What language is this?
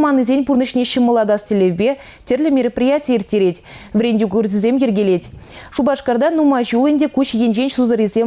Chuvash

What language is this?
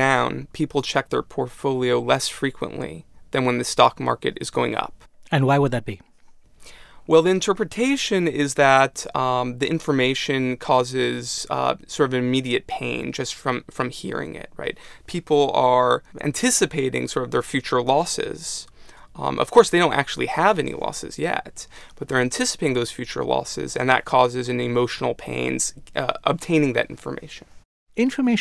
English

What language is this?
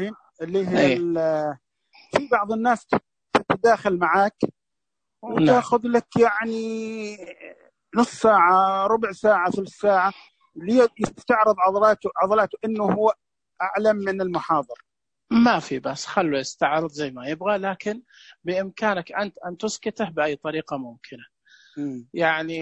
Najdi Arabic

